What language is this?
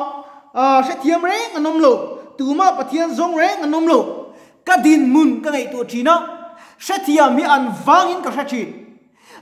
Mizo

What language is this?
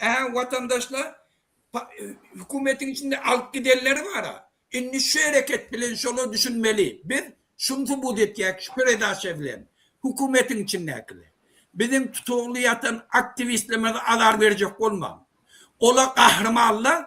Turkmen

